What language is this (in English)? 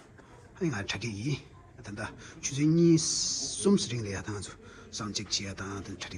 Tibetan